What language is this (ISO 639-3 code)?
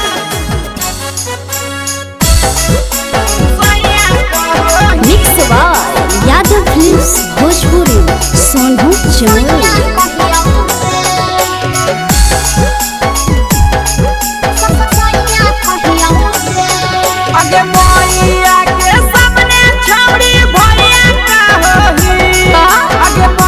bho